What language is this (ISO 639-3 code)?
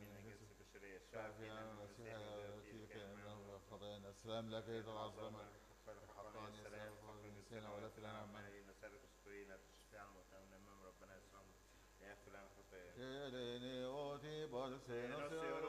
arz